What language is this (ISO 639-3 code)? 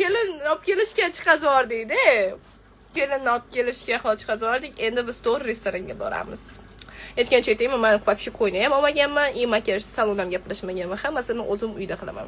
uzb